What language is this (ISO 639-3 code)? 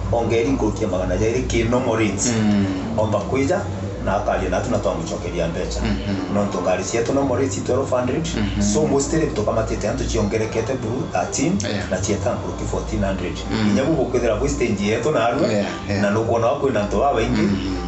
mer